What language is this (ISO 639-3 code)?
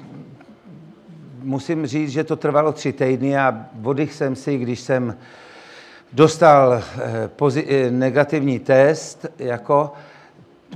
ces